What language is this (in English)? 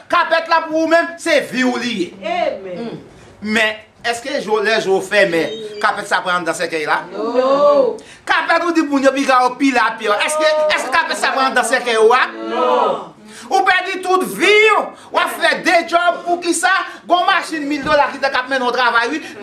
Haitian Creole